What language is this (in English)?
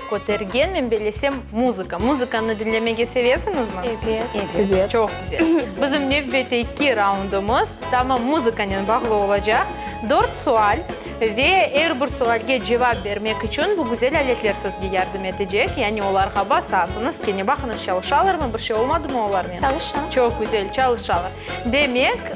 Crimean Tatar